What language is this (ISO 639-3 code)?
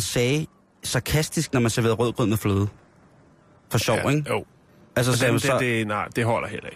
dan